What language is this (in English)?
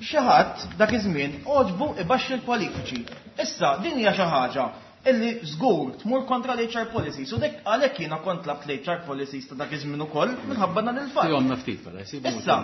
Maltese